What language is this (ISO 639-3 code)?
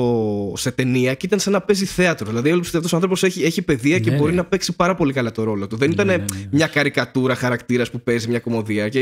ell